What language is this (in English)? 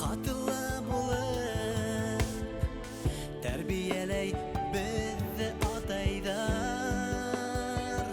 Bashkir